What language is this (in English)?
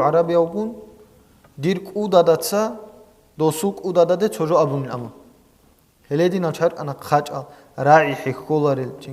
Avaric